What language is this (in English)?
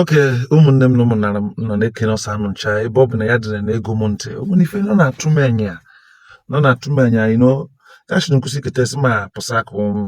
Igbo